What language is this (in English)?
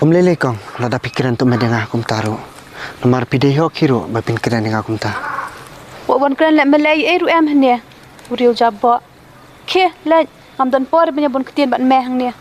Khasi